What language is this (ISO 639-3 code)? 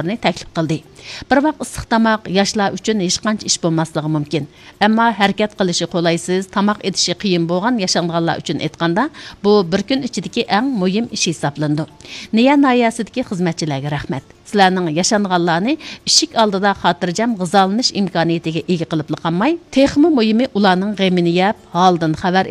uig